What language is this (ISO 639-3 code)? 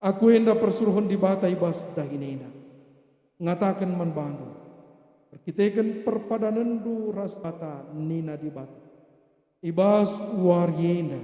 btx